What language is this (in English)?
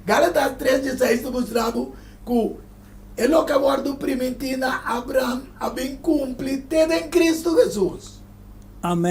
Papiamento